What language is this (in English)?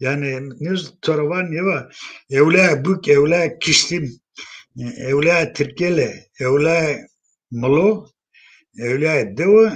Zaza